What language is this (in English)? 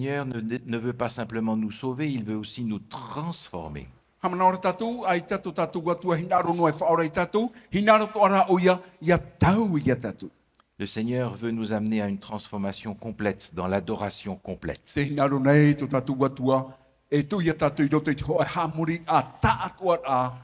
Tahitian